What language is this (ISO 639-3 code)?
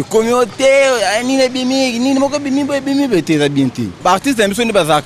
lin